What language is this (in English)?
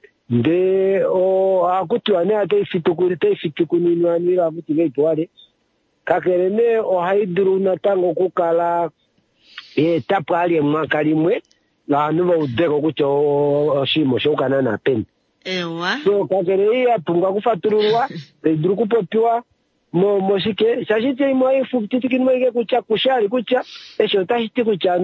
Kuanyama